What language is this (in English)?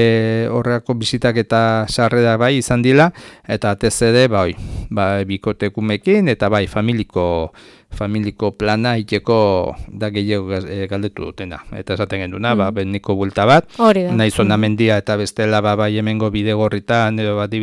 Basque